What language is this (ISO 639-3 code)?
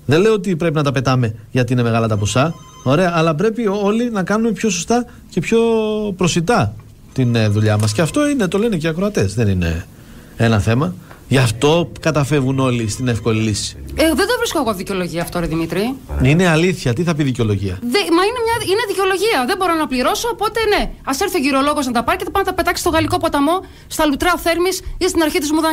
ell